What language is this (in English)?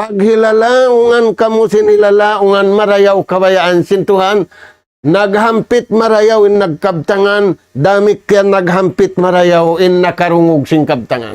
Tausug